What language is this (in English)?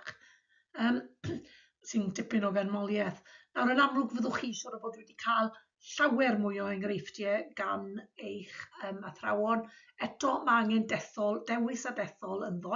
Welsh